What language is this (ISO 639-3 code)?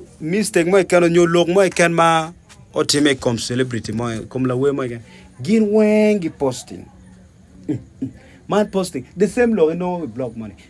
ach